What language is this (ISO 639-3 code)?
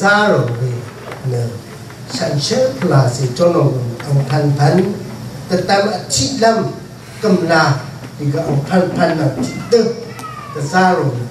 raw